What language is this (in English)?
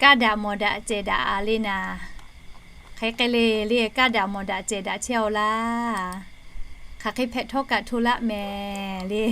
Lahu